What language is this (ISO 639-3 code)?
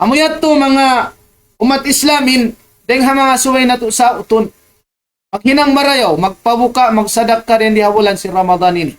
tsg